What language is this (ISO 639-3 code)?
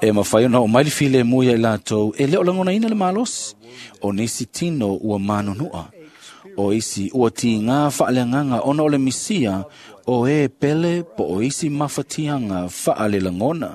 smo